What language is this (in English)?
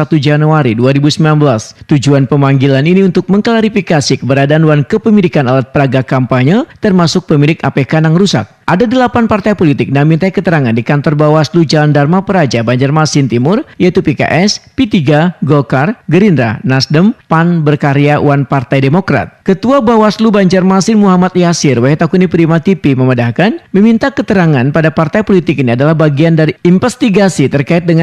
Banjar